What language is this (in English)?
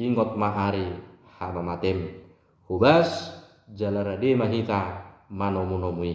Batak Toba